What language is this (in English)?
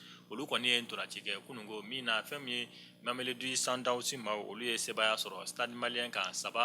Bambara